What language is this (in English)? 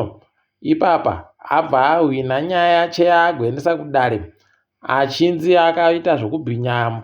Ndau